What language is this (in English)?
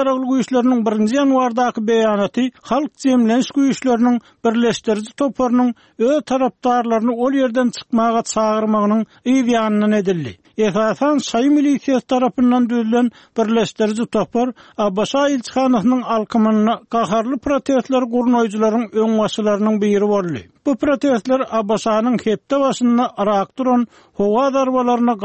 Turkmen